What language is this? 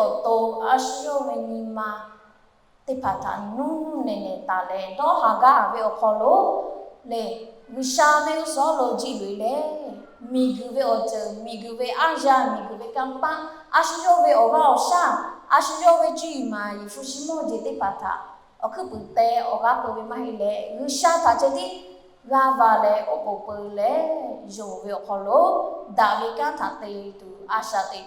Lahu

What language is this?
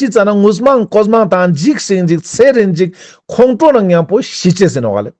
Ladakhi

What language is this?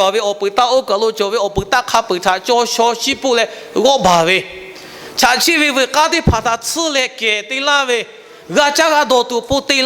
Lahu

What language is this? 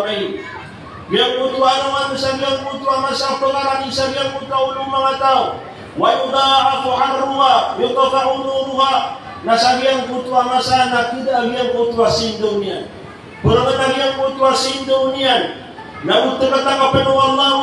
Maranao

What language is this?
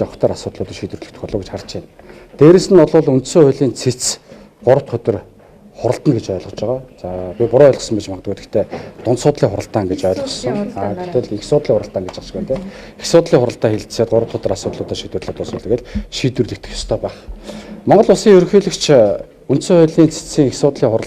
Mongolian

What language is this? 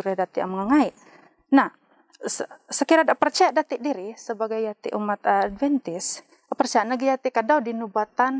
Central Dusun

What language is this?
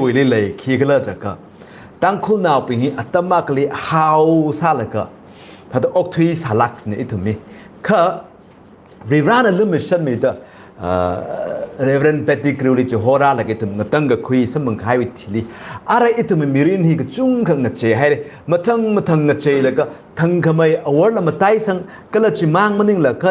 Tangkhul Naga (India)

